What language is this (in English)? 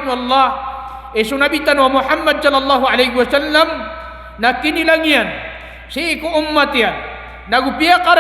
Maranao